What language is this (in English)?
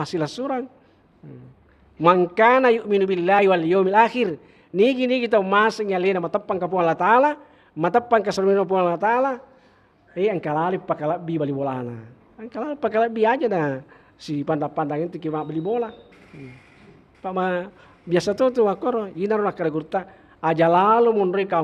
Buginese